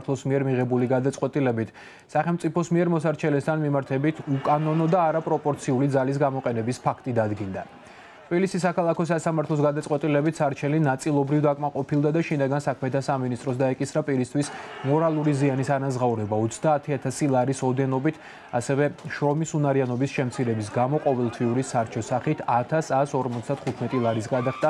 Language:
Georgian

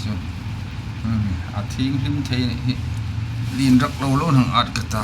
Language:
Hmar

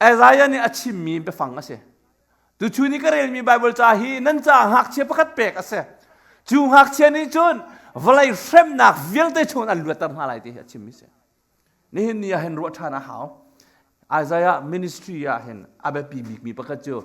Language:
Hakha Chin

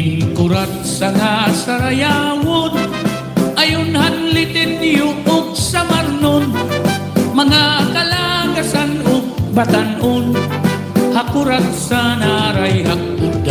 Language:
Waray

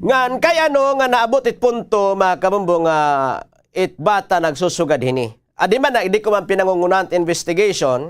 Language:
Waray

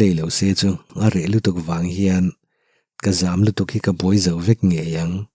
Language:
Mizo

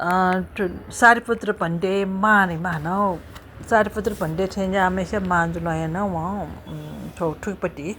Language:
Newari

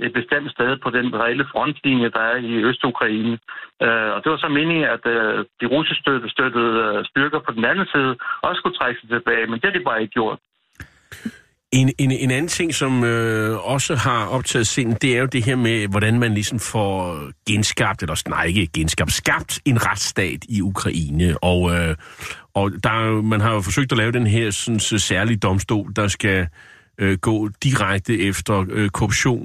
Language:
Danish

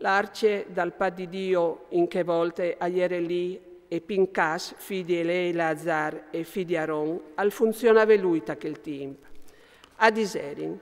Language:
Friulian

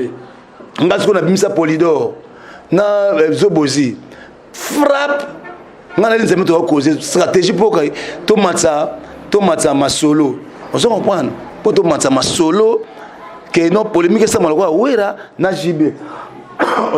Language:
Lingala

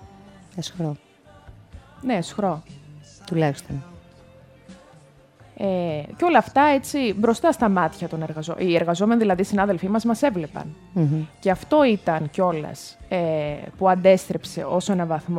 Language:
Greek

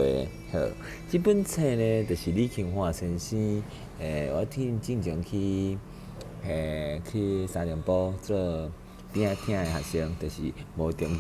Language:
Min Nan Chinese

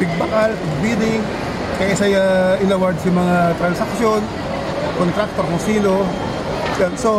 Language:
Bikol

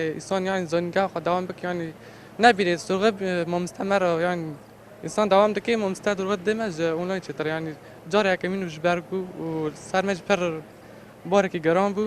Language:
Kurdish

